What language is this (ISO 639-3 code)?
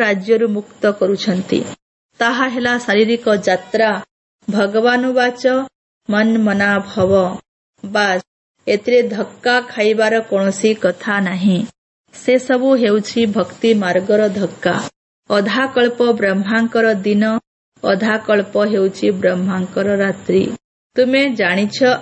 ori